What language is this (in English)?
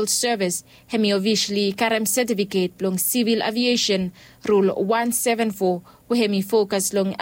Bislama